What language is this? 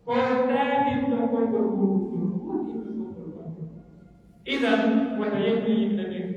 Pular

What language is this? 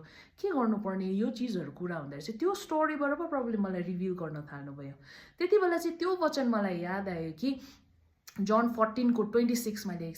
Nepali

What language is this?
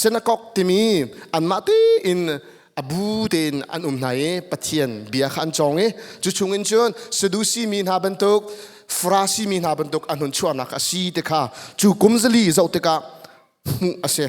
Hakha Chin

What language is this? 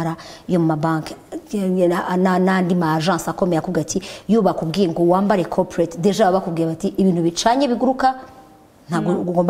Kinyarwanda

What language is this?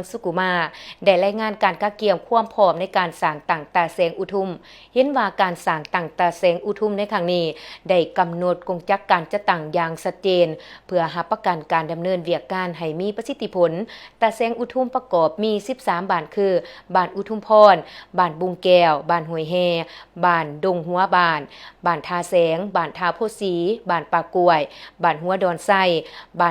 Lao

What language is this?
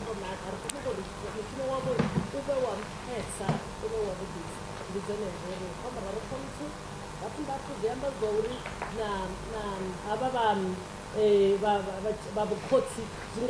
Venda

